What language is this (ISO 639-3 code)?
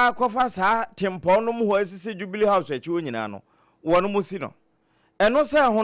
aka